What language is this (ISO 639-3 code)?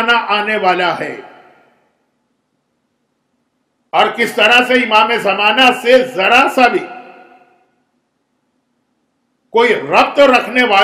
urd